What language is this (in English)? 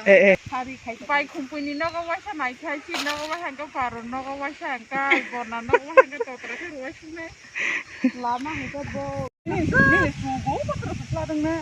Kok Borok